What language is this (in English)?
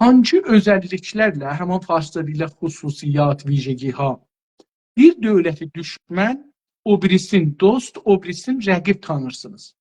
South Azerbaijani